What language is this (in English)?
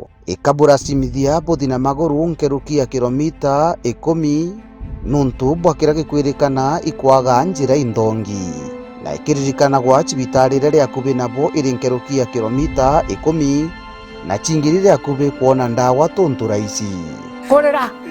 Meru